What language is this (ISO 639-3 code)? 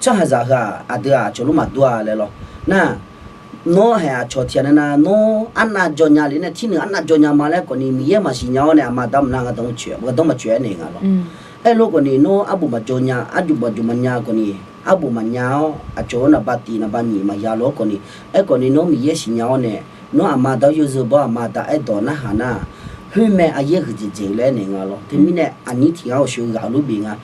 ahk